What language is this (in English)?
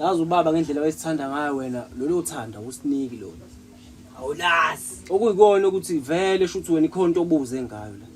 Zulu